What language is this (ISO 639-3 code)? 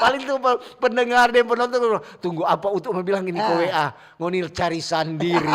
xmm